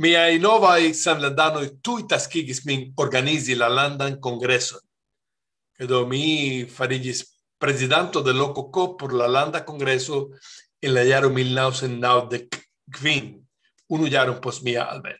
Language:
Esperanto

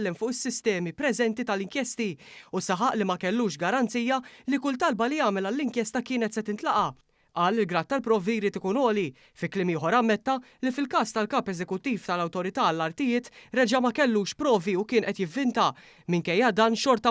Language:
Maltese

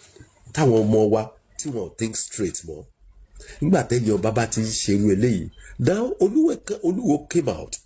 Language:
Yoruba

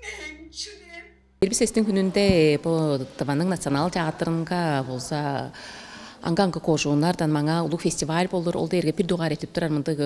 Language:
Tuvinian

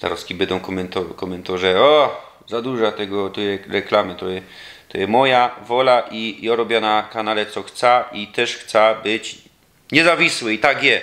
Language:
Silesian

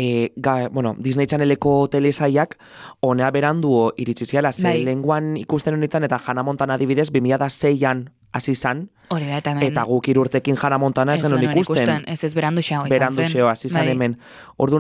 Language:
Basque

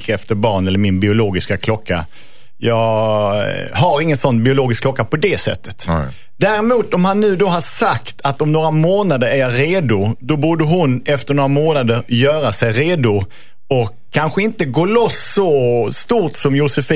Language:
Swedish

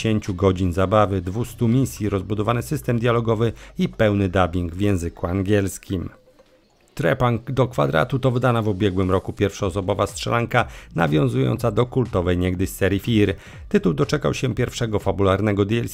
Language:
Polish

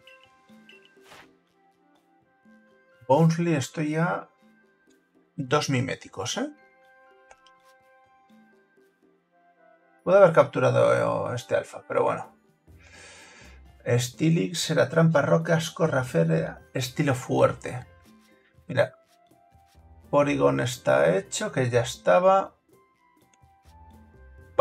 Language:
Spanish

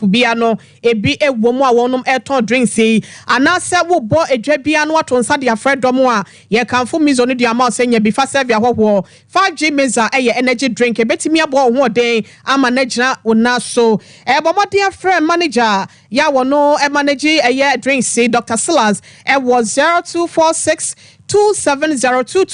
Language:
Akan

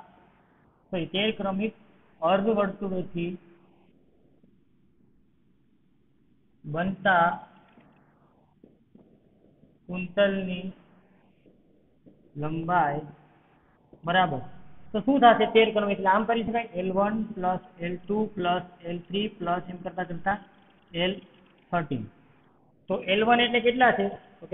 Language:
Gujarati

